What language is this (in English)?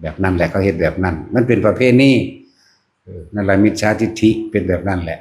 Northeastern Thai